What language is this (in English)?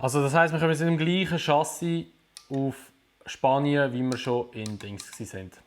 Swiss German